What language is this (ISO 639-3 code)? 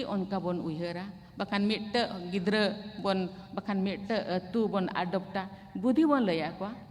sat